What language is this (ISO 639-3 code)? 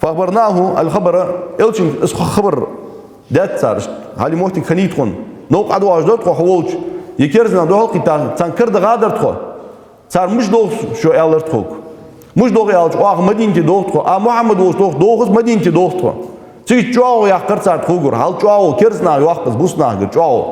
inh